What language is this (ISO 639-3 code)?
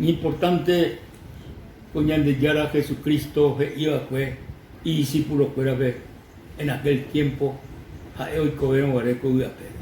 grn